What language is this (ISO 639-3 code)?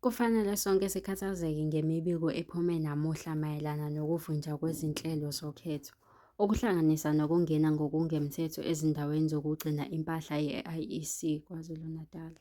zul